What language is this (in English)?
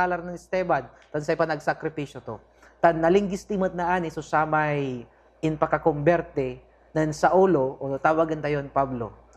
Pangasinan